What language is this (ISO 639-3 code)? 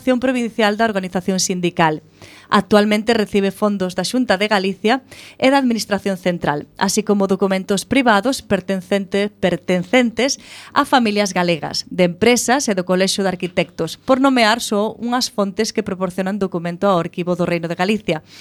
glg